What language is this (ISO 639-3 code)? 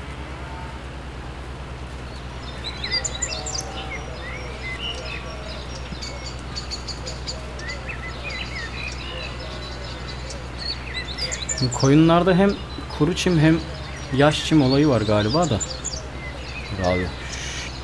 tur